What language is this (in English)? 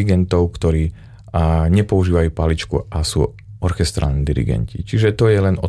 Slovak